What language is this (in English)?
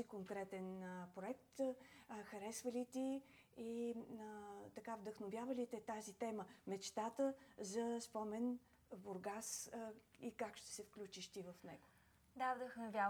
Bulgarian